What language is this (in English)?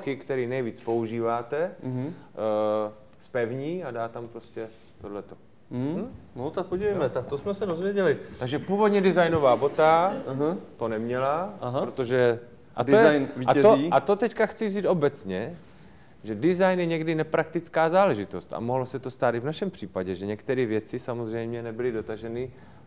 Czech